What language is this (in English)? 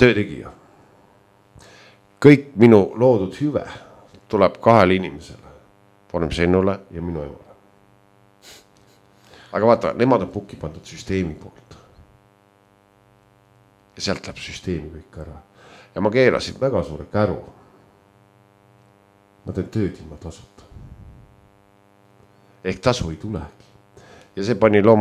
Estonian